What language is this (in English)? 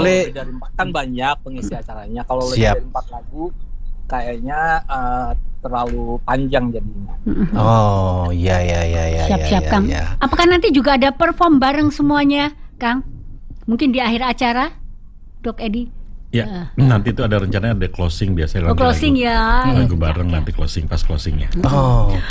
Indonesian